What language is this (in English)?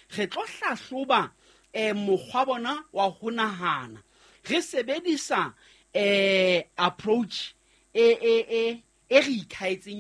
Southern Sotho